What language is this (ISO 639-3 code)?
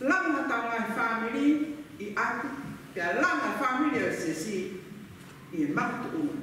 ton